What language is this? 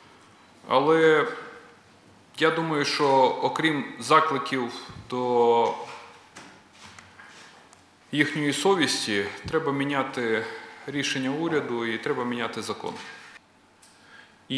Ukrainian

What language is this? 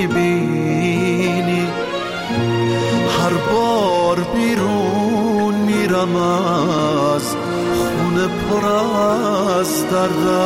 Persian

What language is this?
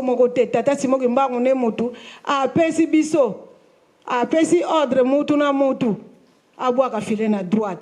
Lingala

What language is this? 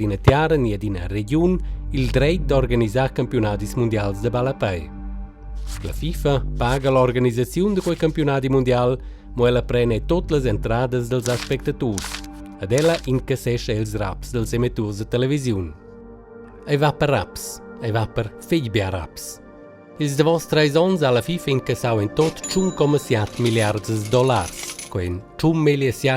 Romansh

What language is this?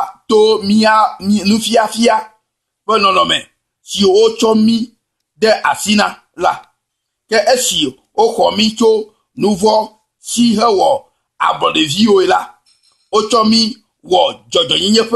Ewe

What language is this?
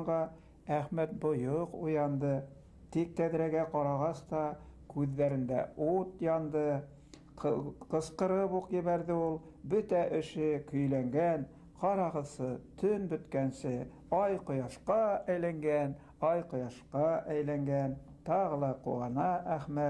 Bashkir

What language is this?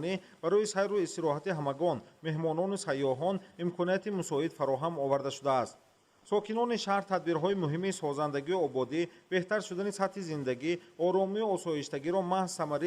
Tajik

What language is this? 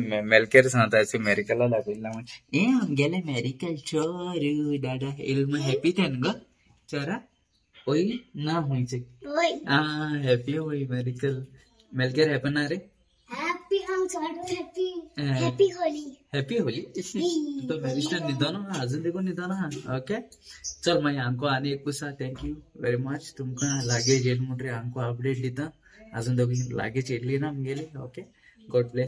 Konkani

